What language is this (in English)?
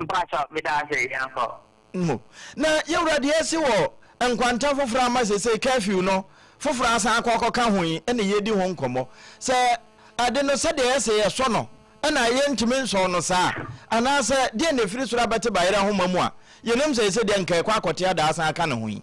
Akan